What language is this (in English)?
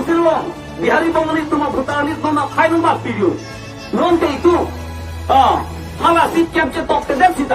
Karbi